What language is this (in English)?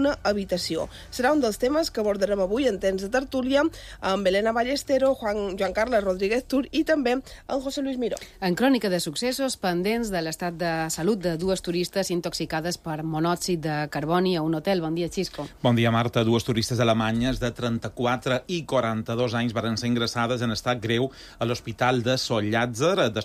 Catalan